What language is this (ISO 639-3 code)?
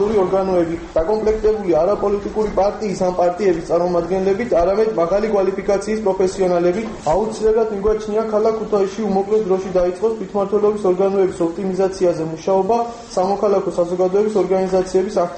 kat